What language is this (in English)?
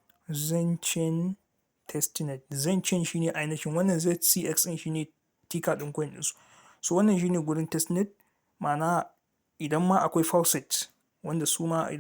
Hausa